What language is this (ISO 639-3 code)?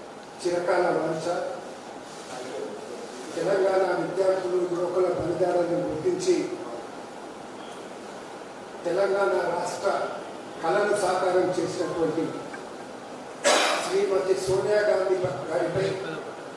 tel